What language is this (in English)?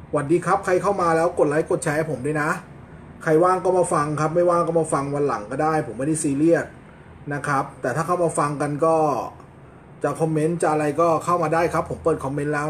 Thai